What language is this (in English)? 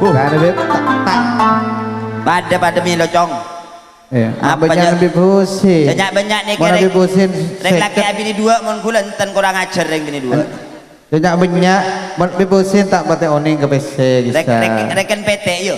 Madurese